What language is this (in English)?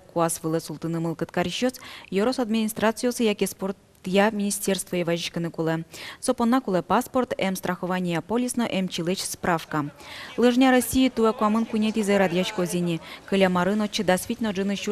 Udmurt